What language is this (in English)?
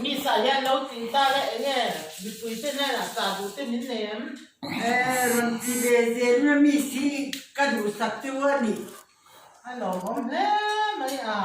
Mizo